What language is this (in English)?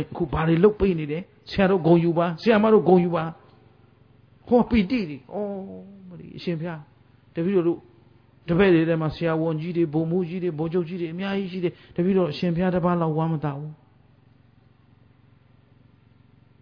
Burmese